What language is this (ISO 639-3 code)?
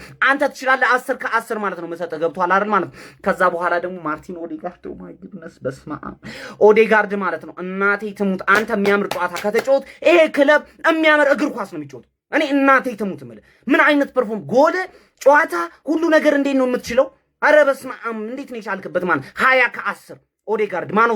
amh